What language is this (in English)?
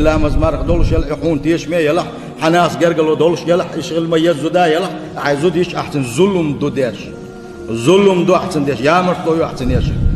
Chechen